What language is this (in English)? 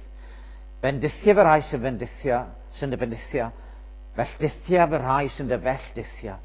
Welsh